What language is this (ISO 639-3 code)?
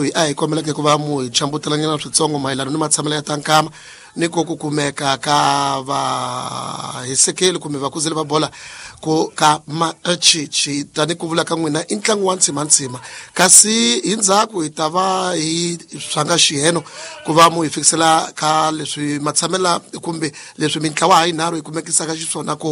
tso